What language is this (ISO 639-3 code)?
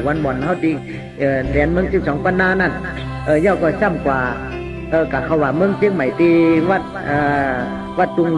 shn